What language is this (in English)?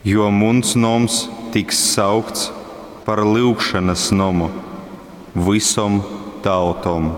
Latgalian